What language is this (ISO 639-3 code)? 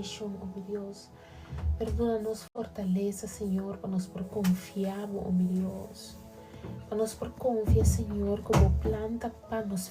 pap